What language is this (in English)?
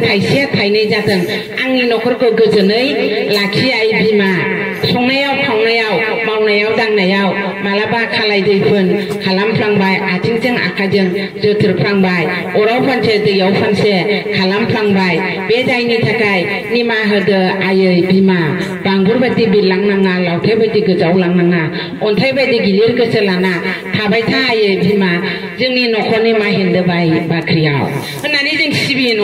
Bodo